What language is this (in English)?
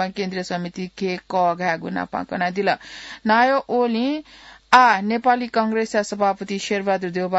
Newari